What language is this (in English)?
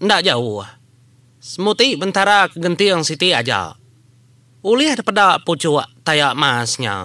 Iban